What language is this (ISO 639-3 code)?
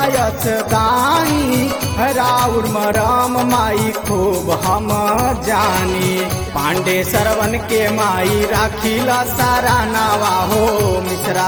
bho